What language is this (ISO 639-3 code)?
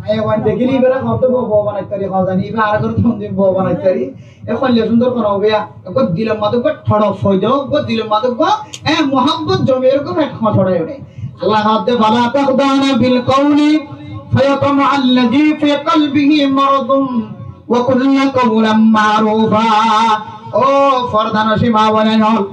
rhg